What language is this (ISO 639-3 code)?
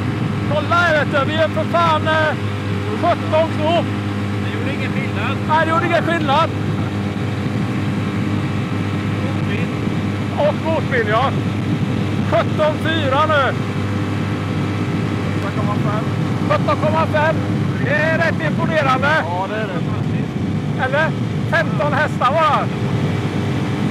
swe